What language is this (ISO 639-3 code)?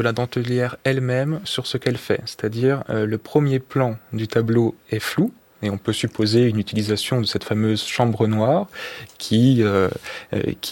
fra